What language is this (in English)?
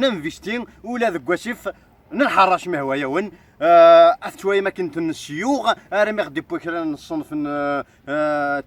Kabyle